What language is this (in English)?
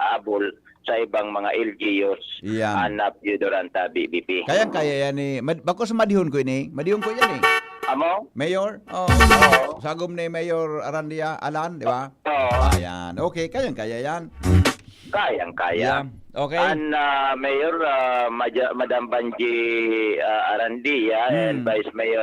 Bikol